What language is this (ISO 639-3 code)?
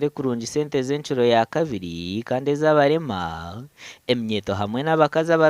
nyn